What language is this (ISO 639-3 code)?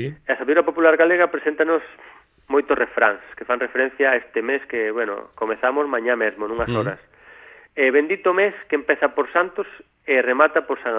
glg